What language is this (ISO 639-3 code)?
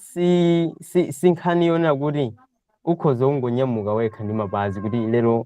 nya